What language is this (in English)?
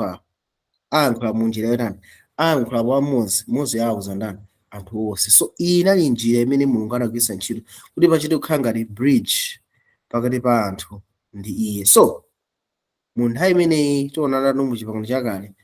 Nyanja